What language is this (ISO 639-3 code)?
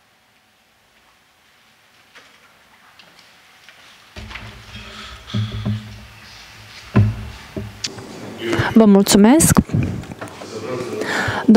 ron